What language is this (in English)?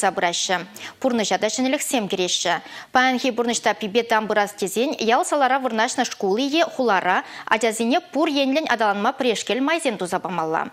Chuvash